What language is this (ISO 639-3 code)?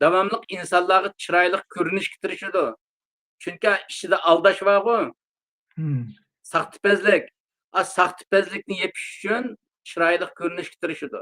uig